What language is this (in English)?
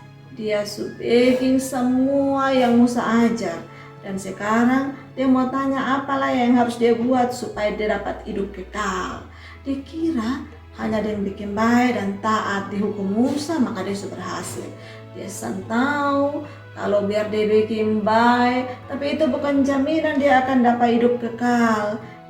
Kupang Malay